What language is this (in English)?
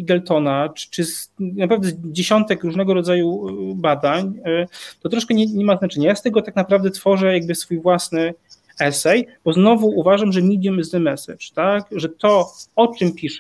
Polish